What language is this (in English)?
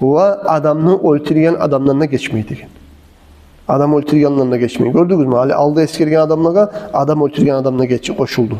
Kumyk